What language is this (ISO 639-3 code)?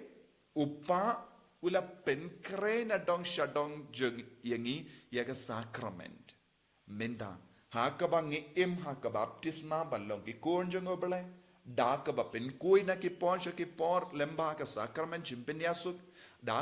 kha